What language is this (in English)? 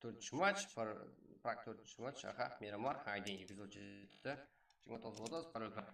Kara-Kalpak